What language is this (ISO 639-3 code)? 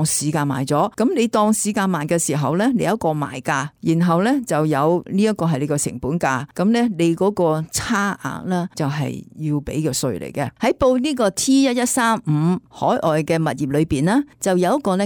yue